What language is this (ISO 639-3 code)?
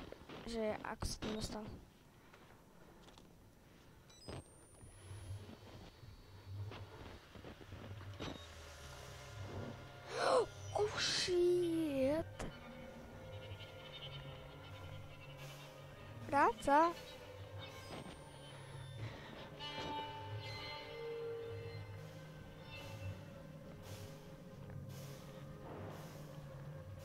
slk